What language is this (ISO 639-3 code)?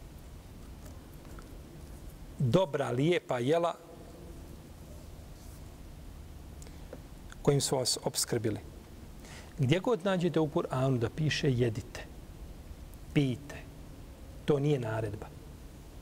bos